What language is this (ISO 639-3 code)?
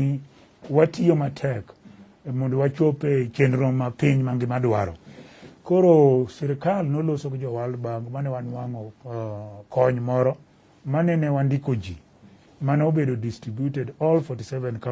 luo